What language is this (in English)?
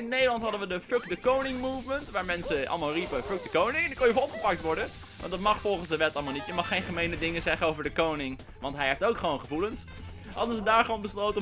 Dutch